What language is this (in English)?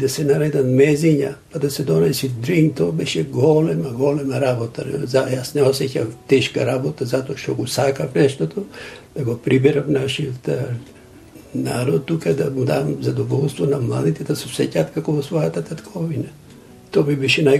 Macedonian